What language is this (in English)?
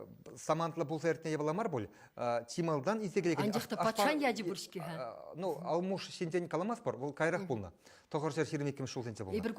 Chuvash